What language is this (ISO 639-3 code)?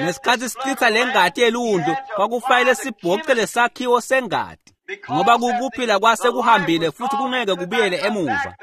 ssw